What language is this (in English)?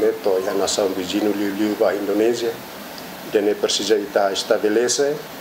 Tetum